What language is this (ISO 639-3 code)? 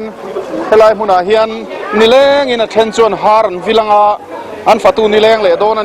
lus